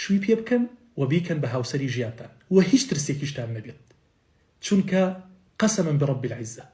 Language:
Central Kurdish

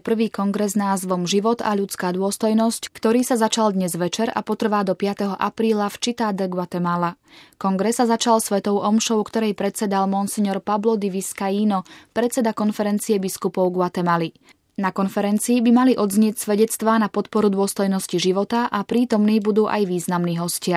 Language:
Slovak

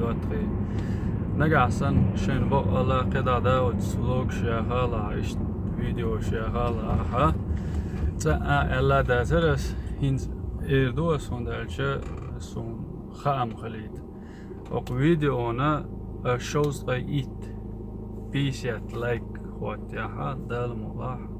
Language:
Chechen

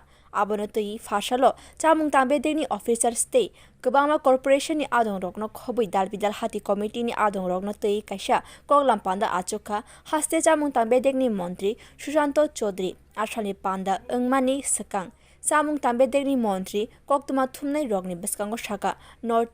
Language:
Kok Borok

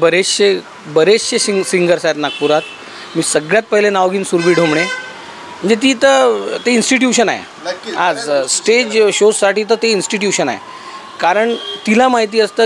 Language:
Marathi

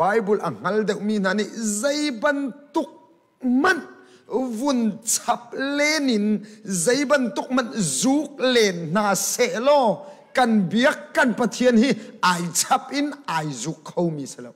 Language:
Hakha Chin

